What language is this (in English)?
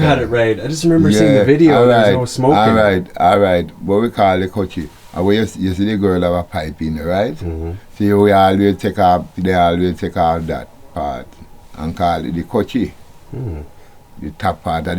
Jamaican Creole English